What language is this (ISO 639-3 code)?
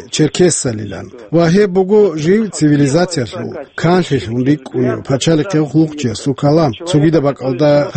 ava